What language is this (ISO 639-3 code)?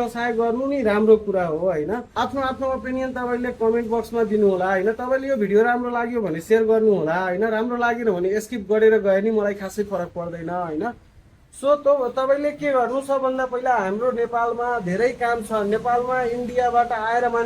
nep